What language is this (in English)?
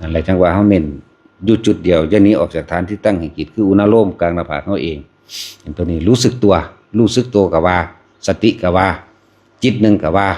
Northeastern Thai